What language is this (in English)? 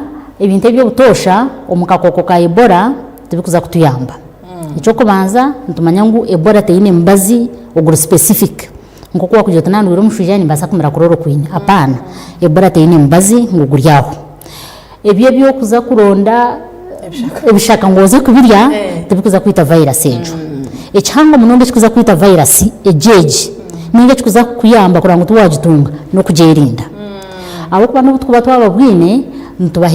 Nyankole